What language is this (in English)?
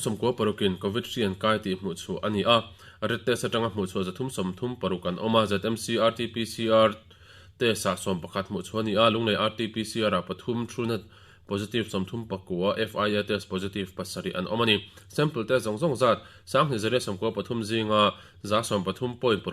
Mizo